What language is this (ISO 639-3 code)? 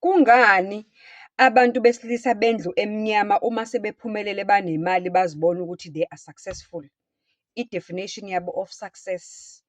zul